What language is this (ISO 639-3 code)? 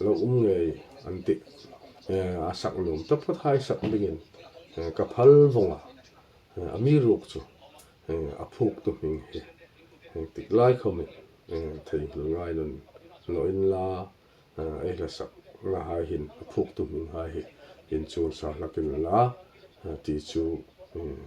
hmr